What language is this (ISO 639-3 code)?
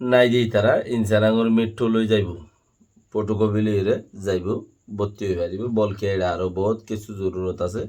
rhg